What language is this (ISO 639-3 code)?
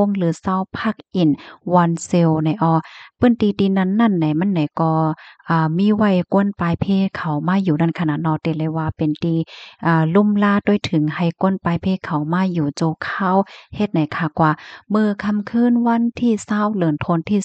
shn